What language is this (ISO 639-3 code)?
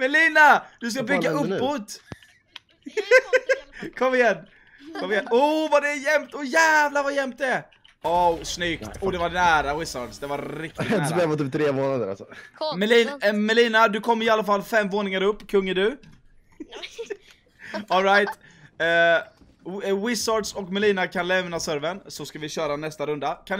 swe